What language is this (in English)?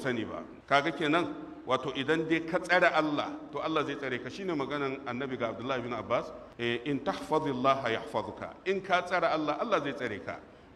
Hausa